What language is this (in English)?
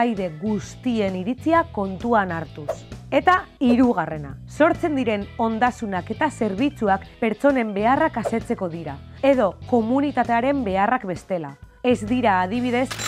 Basque